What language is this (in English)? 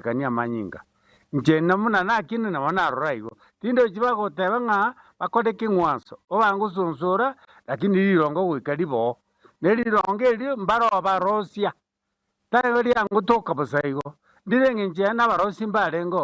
Gusii